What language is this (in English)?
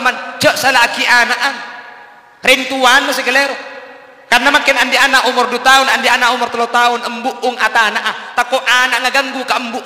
Madurese